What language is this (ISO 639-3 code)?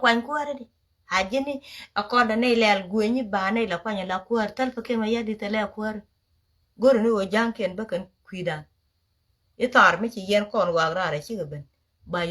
nus